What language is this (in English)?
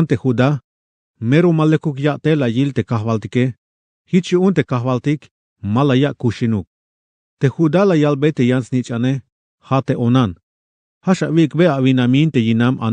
Tzeltal